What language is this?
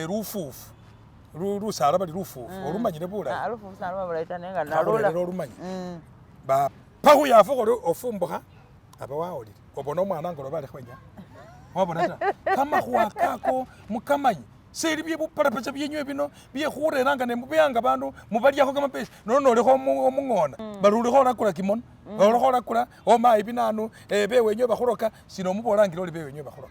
Masaaba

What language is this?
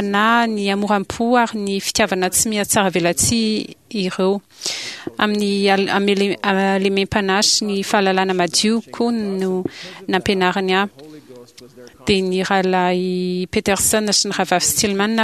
Malagasy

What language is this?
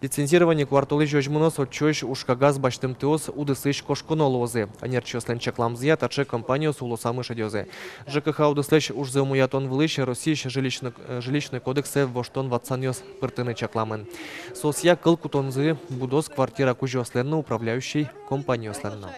Udmurt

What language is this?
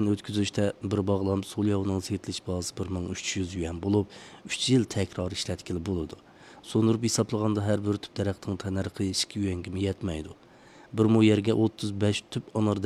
Uyghur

